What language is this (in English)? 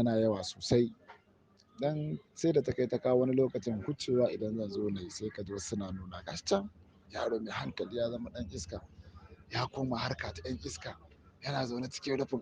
Hausa